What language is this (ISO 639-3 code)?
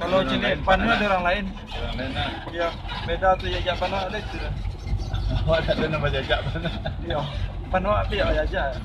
min